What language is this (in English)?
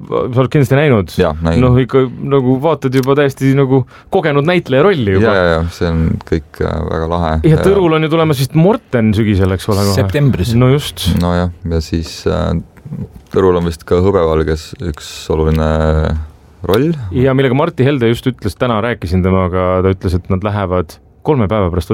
Estonian